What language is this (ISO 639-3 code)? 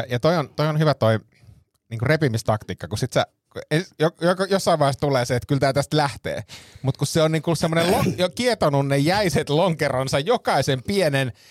fin